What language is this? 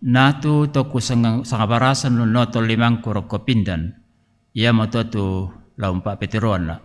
Toraja-Sa'dan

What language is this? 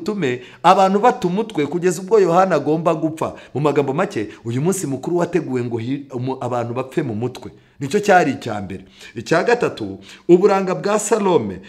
Kinyarwanda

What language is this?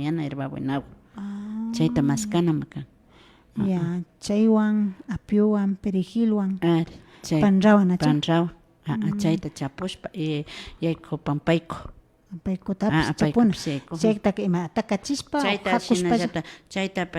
Imbabura Highland Quichua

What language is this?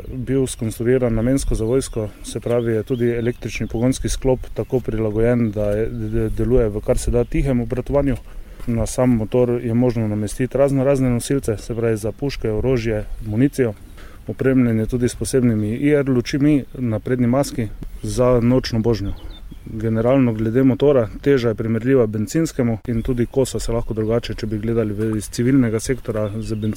Slovenian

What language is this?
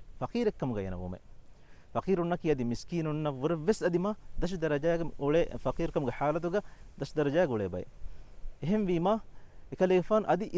Divehi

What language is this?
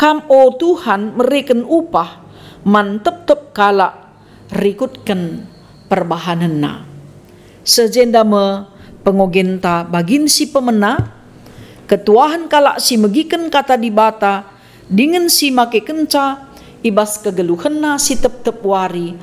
Batak Karo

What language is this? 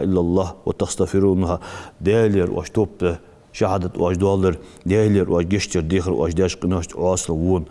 Ingush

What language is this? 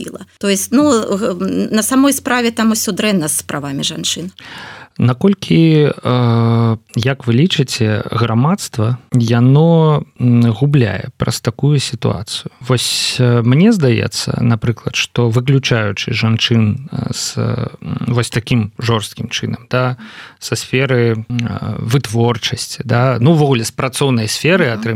Belarusian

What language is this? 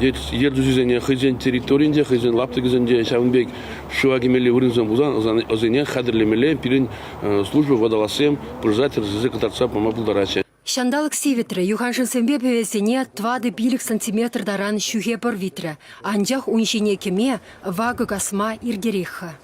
Chuvash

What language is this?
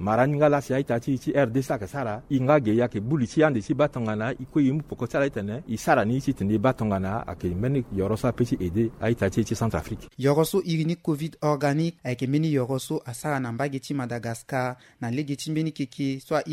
Sango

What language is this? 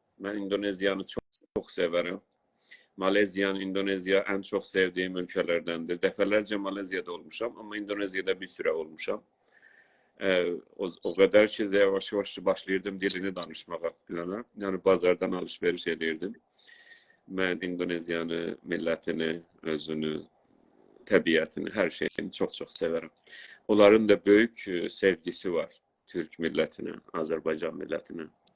South Azerbaijani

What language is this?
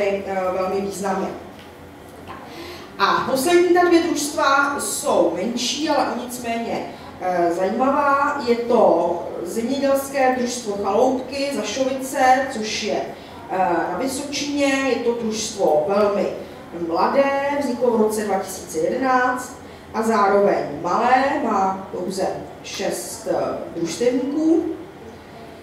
Czech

